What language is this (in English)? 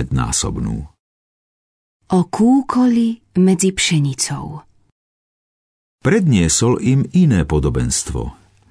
Slovak